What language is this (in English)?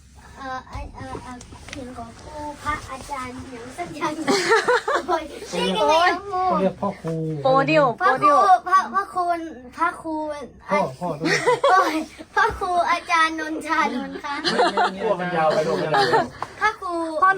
Northeastern Thai